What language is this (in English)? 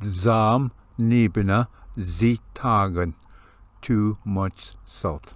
Ojibwa